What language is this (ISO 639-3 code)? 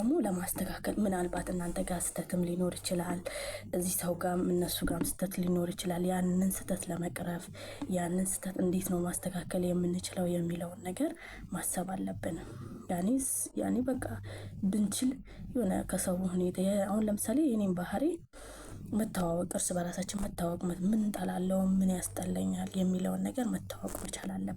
amh